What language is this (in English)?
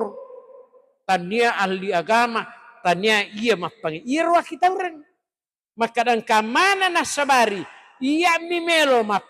Buginese